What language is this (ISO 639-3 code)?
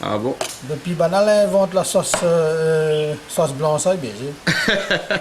rcf